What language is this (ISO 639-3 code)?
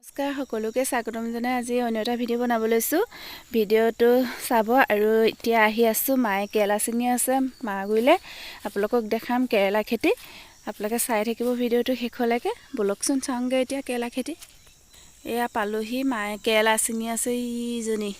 asm